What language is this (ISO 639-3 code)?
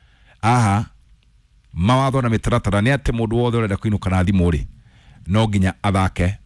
kik